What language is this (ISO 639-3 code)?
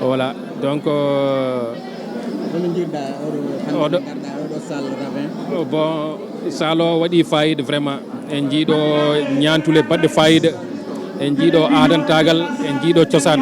ful